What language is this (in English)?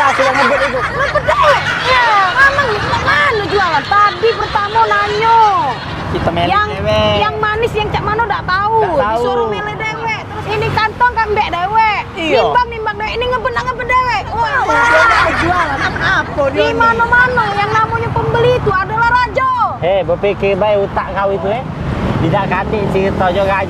Musi